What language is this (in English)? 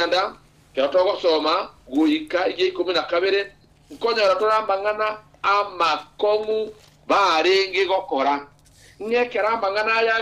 Gusii